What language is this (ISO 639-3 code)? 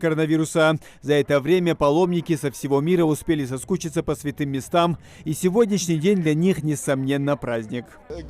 inh